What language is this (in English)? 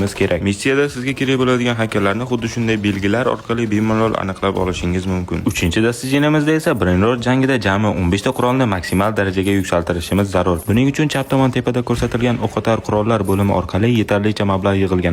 Uzbek